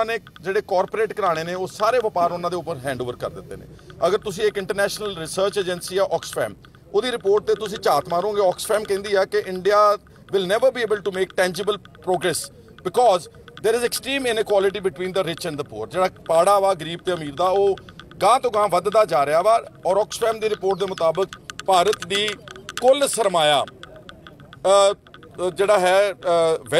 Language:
Punjabi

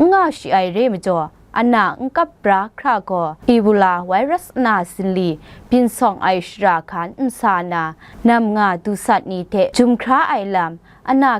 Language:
Kachin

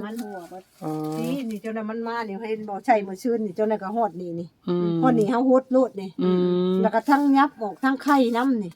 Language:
Northeastern Thai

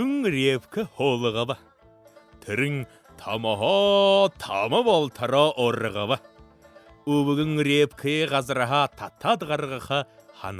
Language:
Buriat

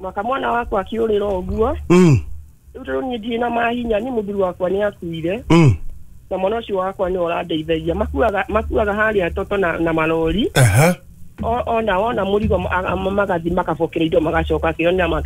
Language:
Kikuyu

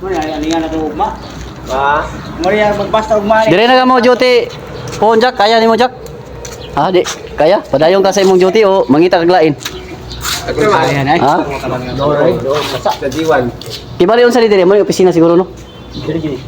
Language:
Cebuano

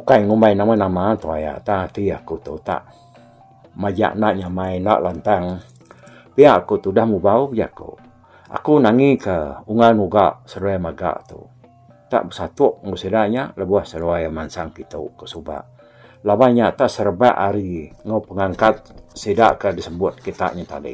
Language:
Iban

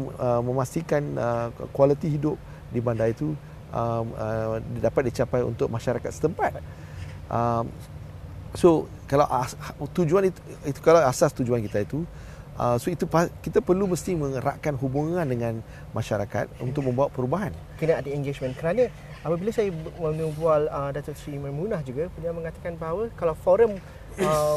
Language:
Malay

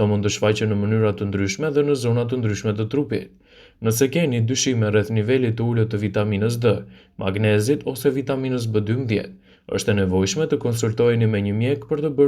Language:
Albanian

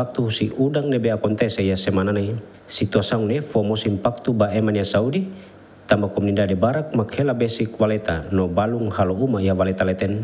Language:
Tetum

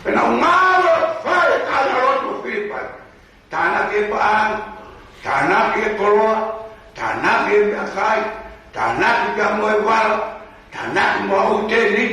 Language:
Tongan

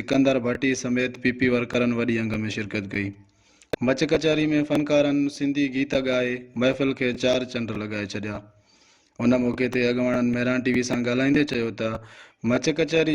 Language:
Sindhi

